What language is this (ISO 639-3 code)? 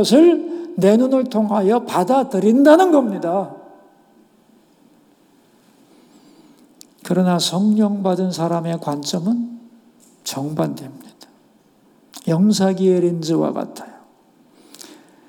kor